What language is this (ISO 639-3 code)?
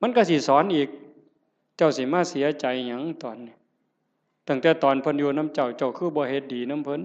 tts